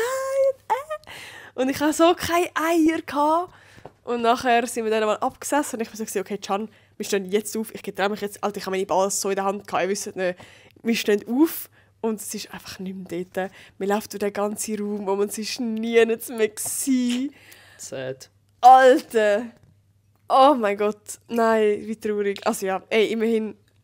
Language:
Swiss German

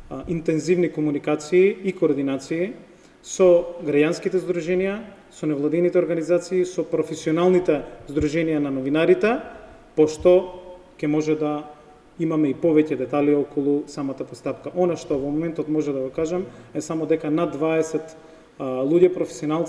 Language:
Macedonian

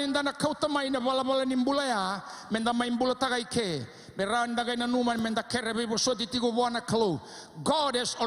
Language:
Fijian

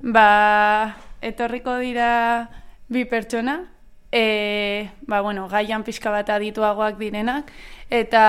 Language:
Basque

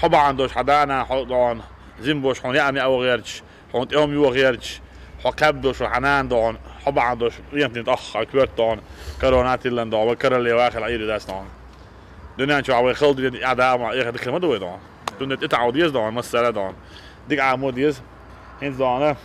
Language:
Chechen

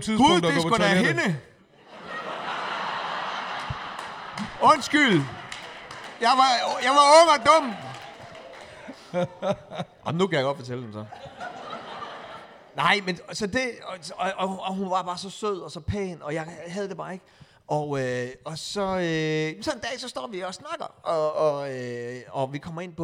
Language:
Danish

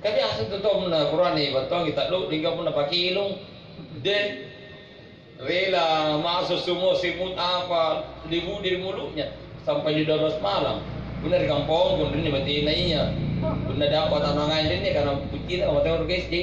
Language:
Makasar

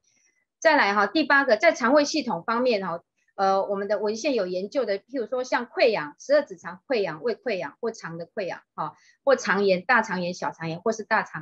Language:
Chinese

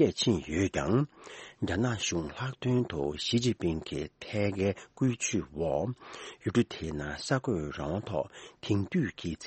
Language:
Tibetan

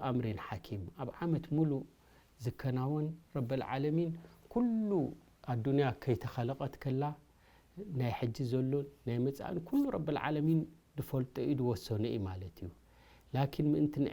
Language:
Tigrinya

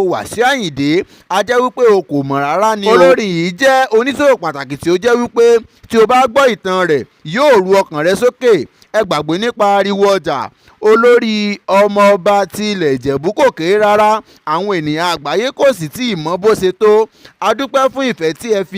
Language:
Yoruba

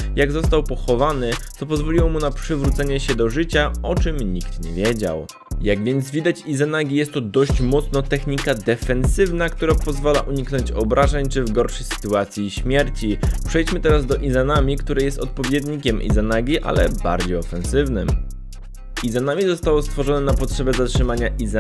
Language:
Polish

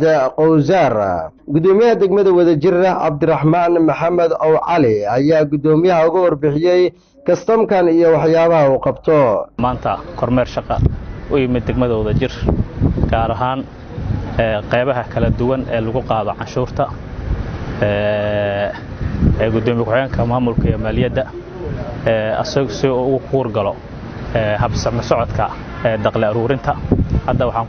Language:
Somali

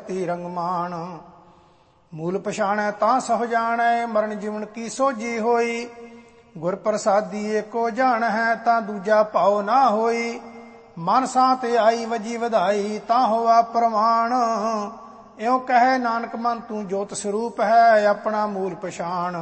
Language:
Punjabi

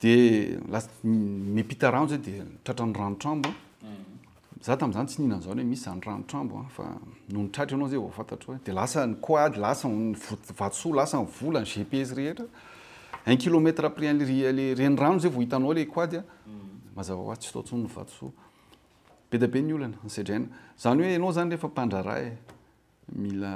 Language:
Malagasy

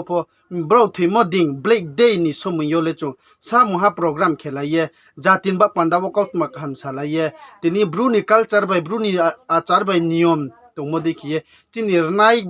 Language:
Riang (India)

